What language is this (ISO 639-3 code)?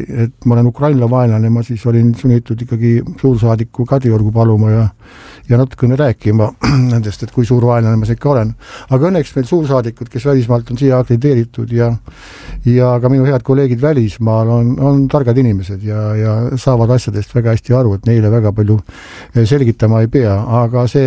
est